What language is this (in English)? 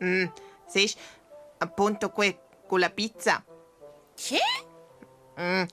Romansh